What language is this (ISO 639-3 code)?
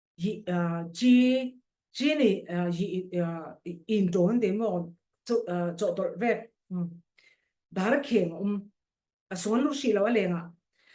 cfm